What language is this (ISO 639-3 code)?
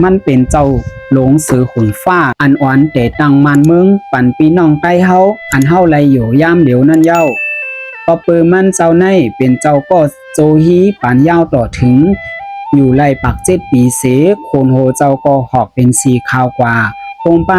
shn